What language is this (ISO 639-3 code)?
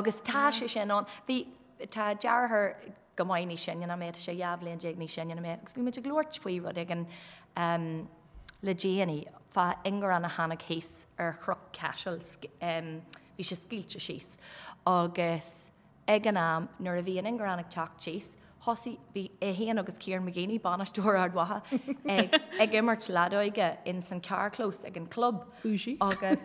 gle